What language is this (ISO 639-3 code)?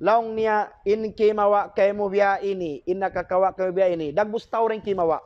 tsg